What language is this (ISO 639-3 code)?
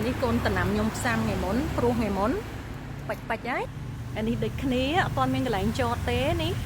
khm